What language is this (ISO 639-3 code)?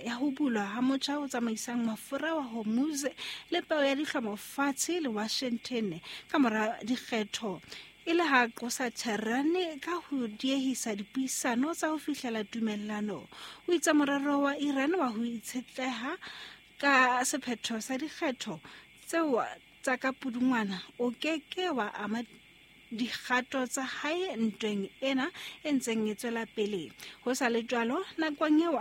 sot